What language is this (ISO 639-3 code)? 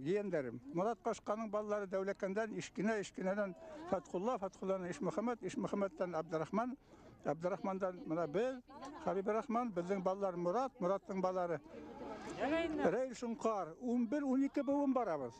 bak